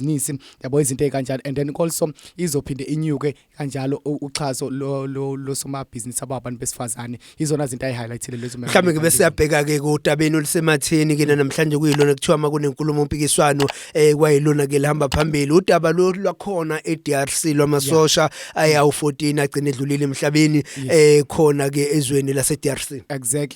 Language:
Zulu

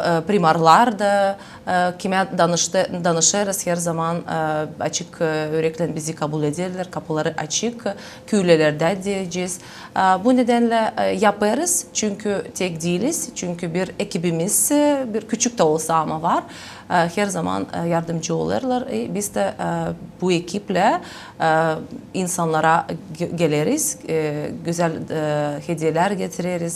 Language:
Gagauz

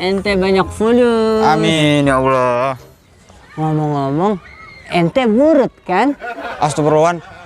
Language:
Betawi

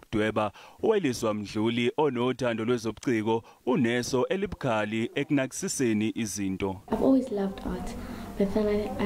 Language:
Zulu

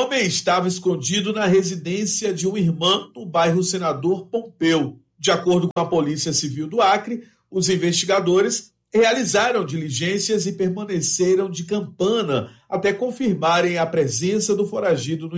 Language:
Portuguese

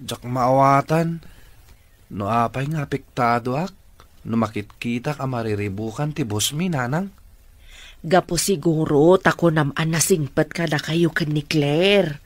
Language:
Iloko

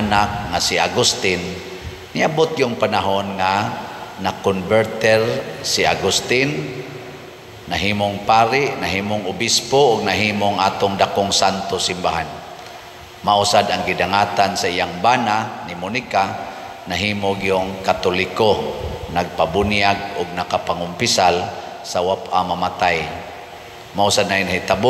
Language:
Cebuano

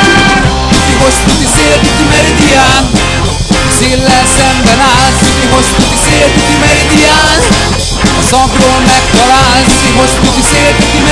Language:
Hungarian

